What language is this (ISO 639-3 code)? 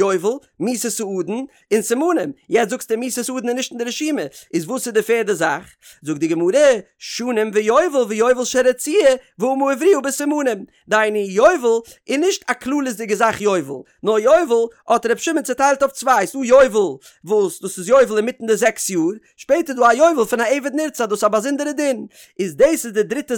yid